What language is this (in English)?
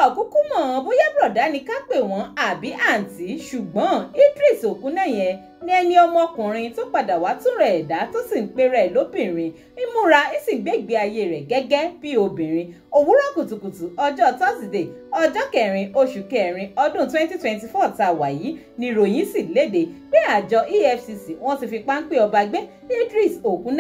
Yoruba